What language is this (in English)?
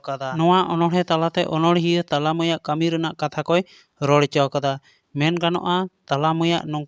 Santali